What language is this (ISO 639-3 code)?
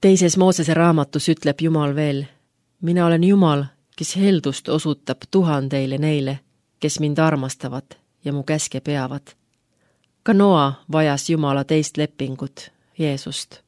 est